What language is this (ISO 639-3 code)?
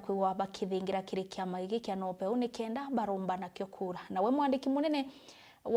mer